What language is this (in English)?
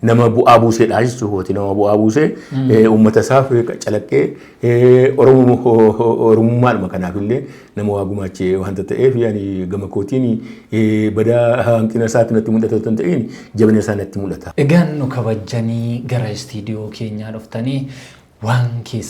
Oromo